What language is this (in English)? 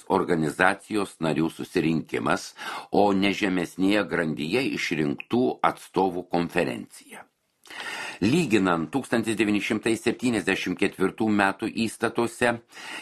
Lithuanian